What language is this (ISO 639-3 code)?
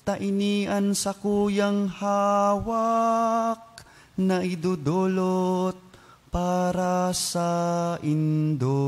bik